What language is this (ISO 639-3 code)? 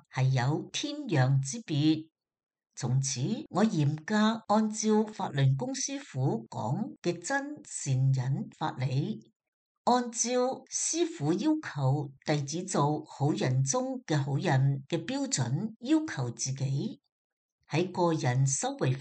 yue